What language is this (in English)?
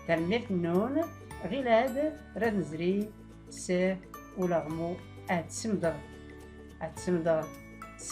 Tachelhit